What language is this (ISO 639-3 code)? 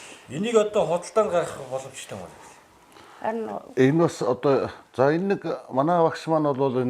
mon